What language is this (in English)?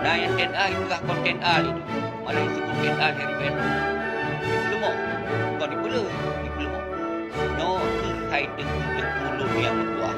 Achinese